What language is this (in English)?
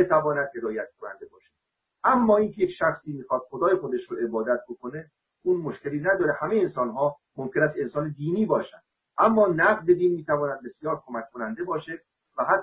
Persian